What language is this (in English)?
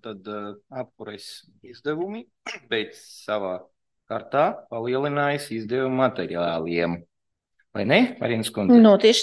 Latvian